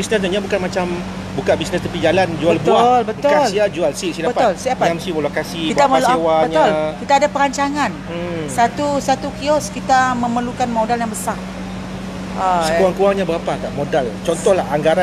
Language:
Malay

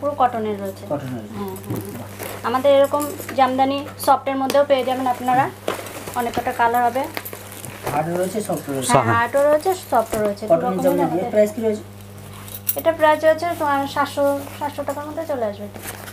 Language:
Bangla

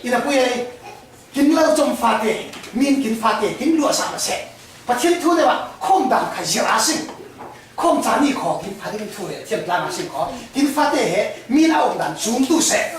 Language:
Falam Chin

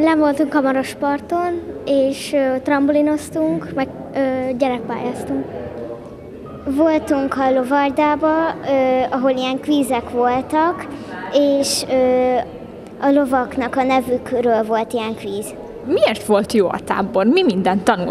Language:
Hungarian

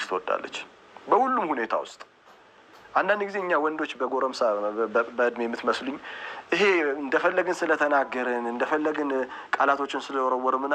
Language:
Amharic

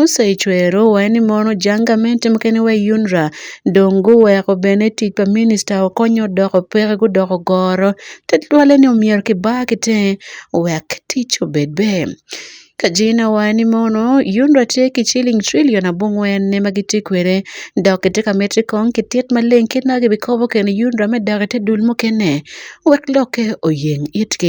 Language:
Acoli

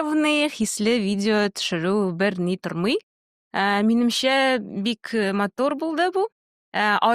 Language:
Tatar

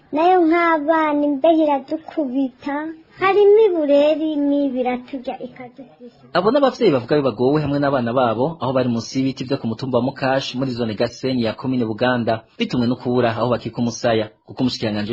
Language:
Rundi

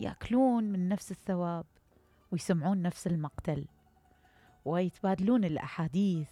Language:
Mesopotamian Arabic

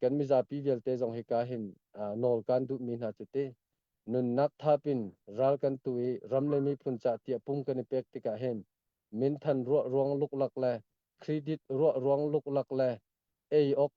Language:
Hakha Chin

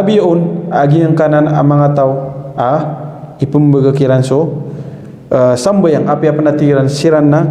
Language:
Maranao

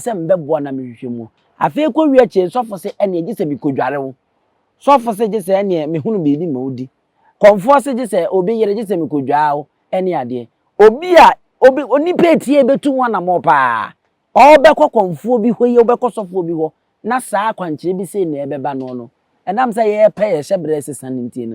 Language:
Akan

